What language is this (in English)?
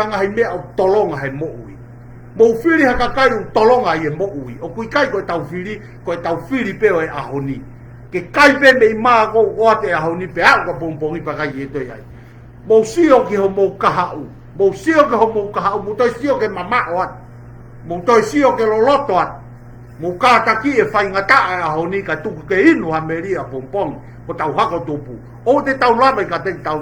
Tongan